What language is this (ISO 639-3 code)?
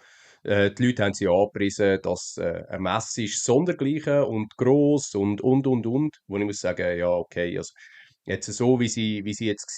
gsw